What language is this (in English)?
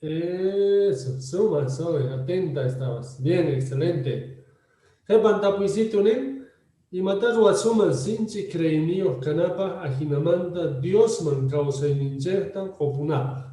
Quechua